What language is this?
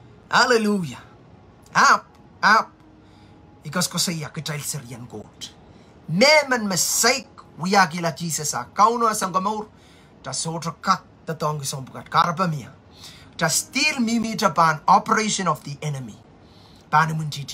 Pohnpeian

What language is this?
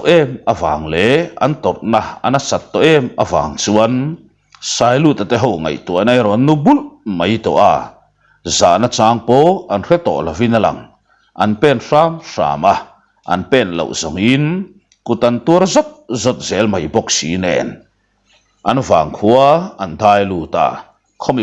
Mizo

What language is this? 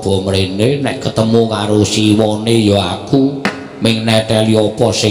Javanese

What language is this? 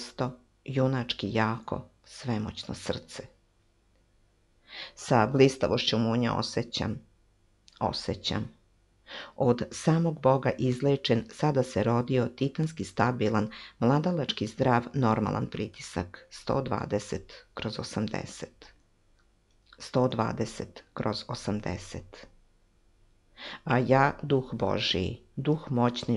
Serbian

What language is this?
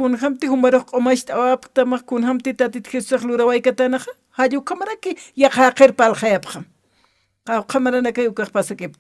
Aymara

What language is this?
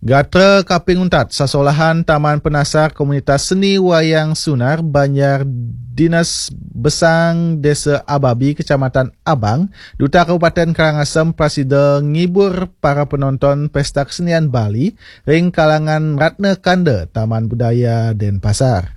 Balinese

